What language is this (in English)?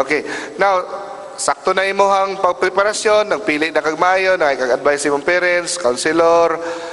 Cebuano